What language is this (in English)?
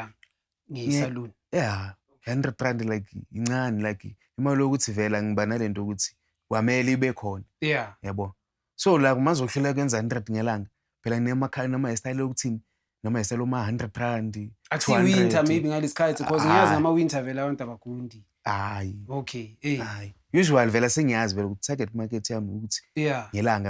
Zulu